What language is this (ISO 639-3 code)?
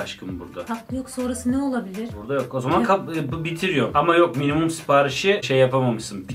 tur